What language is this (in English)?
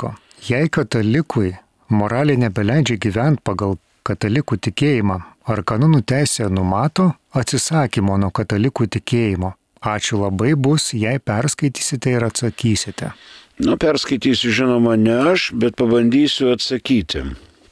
Lithuanian